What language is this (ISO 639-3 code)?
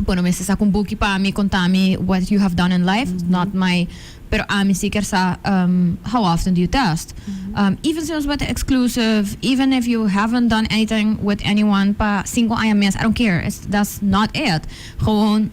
pap